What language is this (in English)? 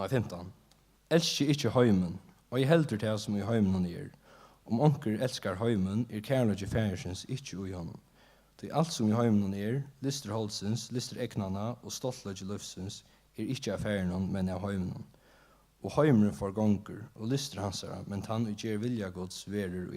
Faroese